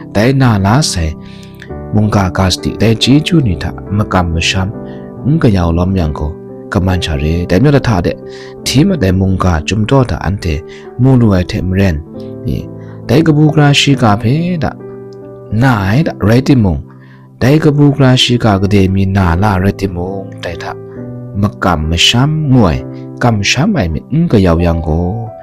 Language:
Kachin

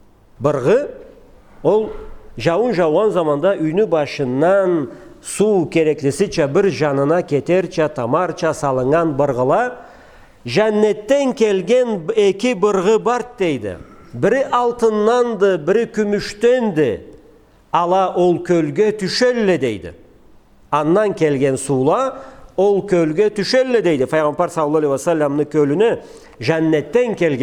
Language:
Karachay-Balkar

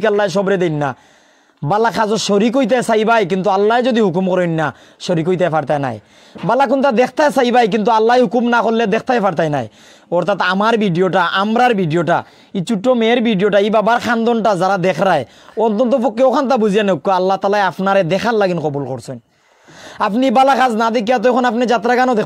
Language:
Sylheti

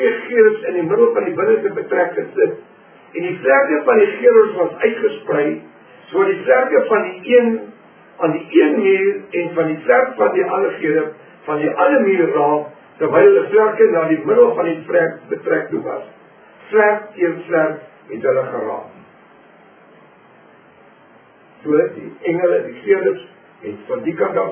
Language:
Afrikaans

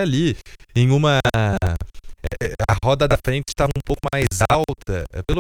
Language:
Portuguese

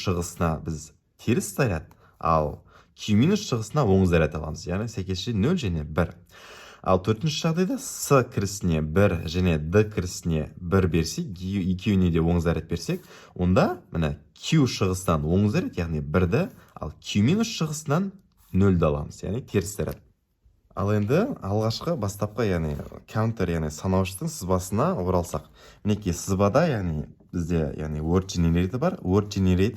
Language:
Kazakh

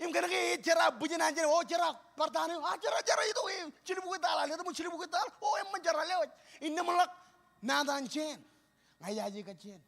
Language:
Marshallese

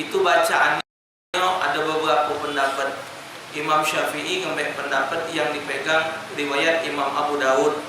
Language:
Musi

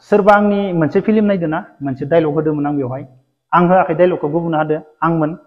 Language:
Bodo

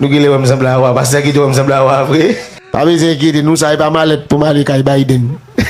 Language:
Haitian Creole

